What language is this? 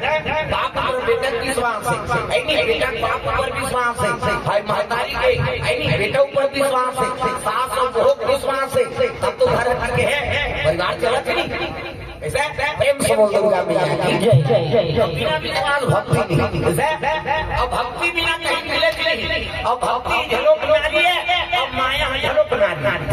Chhattisgarhi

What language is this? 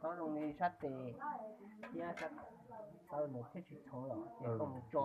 Hmong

